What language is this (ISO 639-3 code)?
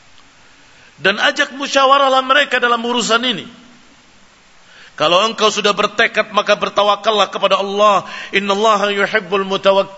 ind